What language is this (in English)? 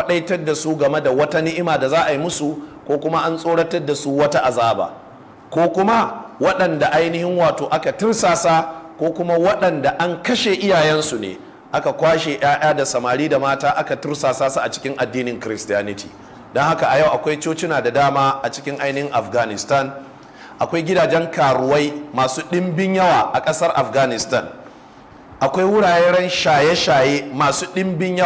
Hausa